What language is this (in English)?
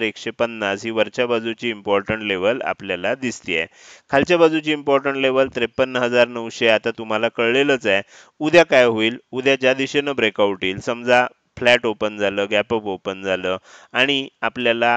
Marathi